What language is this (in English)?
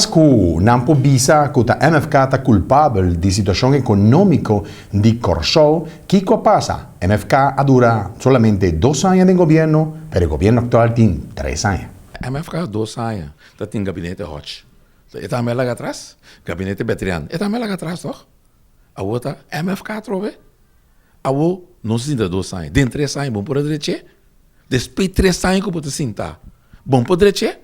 Papiamento